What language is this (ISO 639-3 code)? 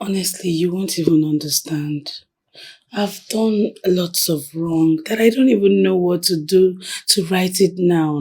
pcm